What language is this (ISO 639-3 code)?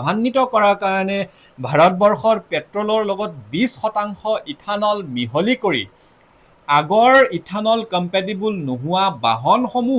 asm